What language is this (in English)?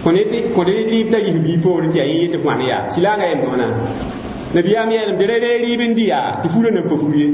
Mossi